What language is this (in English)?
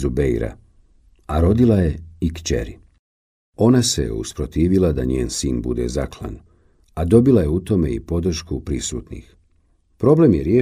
Bosnian